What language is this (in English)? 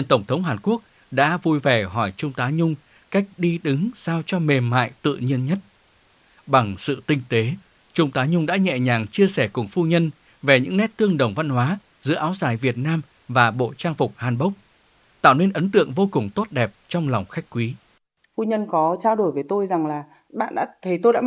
Vietnamese